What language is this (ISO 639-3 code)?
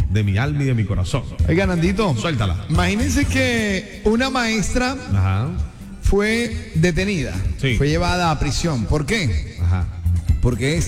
spa